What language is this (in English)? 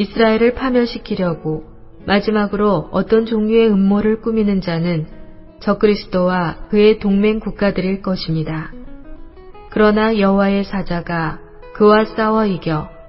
Korean